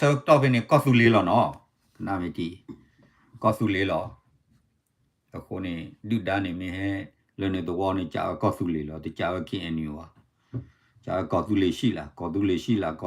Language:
S'gaw Karen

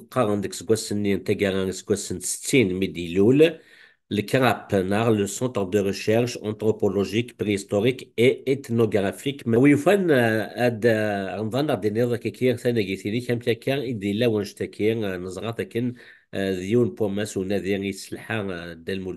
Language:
Kabyle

